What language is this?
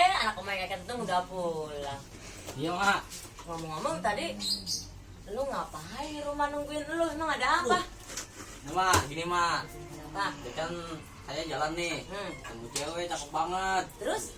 Betawi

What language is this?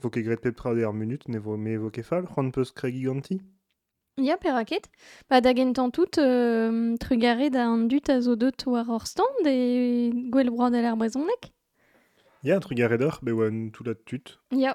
Breton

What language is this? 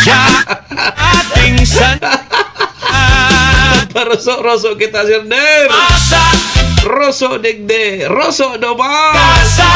Bikol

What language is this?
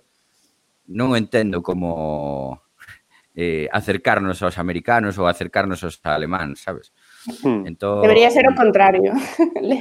Galician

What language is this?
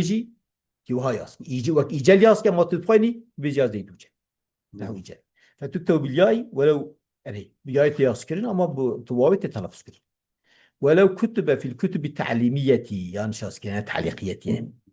Kurdish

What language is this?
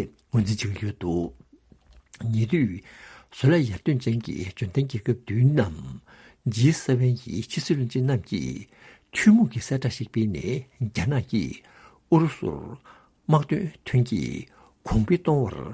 Tibetan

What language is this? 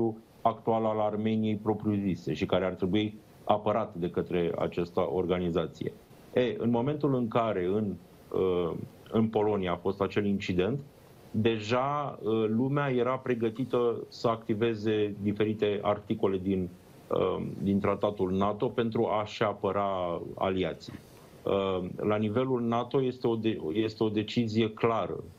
Romanian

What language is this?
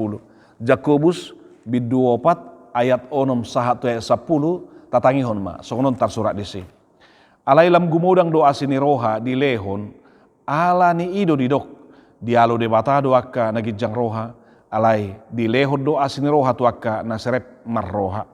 Batak Toba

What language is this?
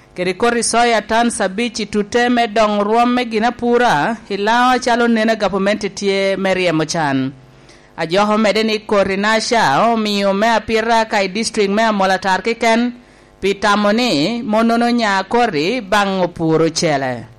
Lango (Uganda)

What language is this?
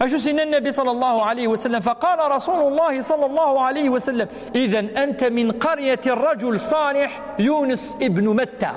Kabyle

